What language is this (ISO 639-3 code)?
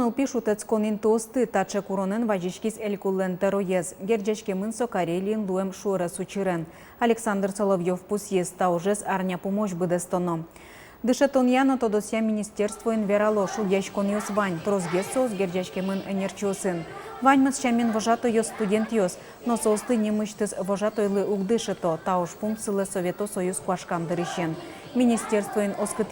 udm